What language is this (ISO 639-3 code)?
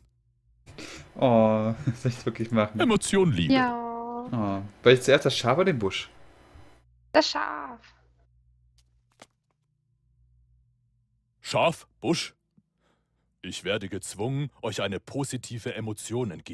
deu